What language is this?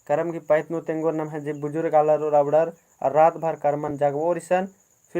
Kurukh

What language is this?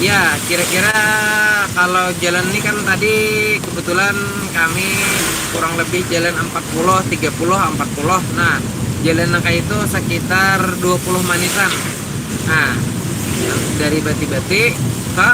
Banjar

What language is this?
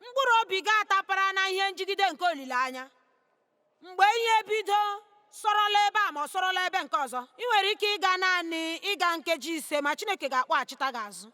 Igbo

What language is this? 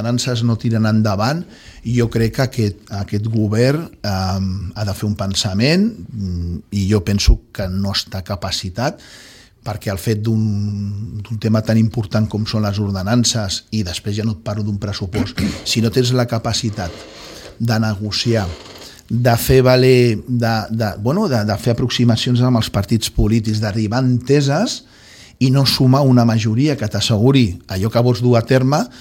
Catalan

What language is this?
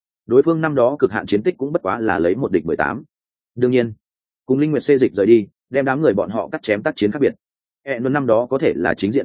Vietnamese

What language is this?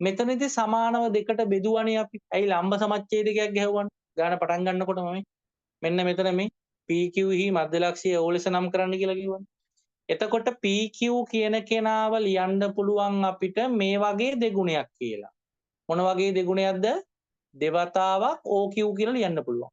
Sinhala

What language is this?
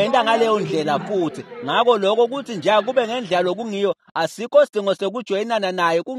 Swati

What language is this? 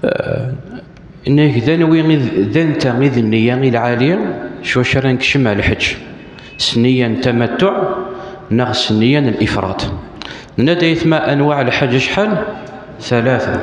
Kabyle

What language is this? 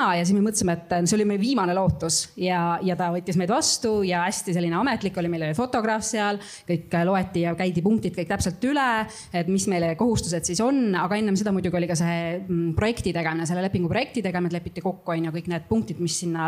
Estonian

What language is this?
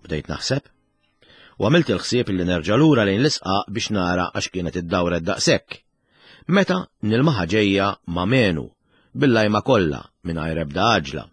Maltese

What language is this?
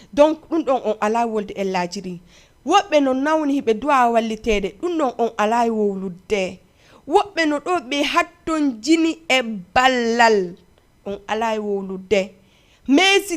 Fula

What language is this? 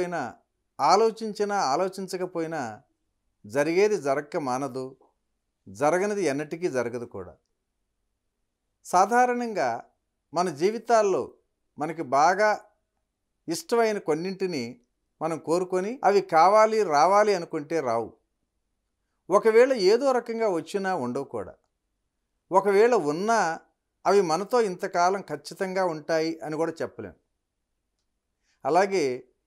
Telugu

